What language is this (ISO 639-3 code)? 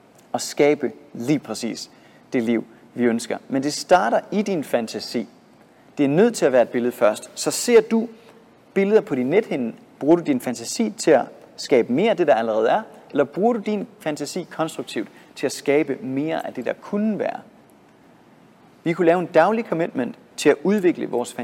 dan